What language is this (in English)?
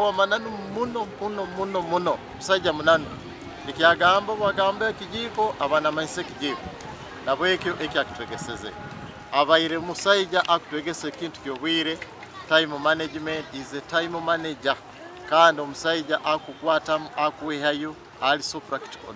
Nyankole